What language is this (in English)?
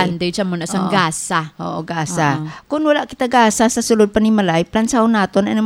Hiligaynon